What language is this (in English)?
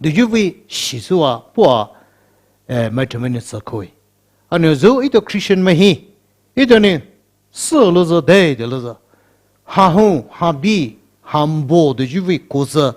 Poumei Naga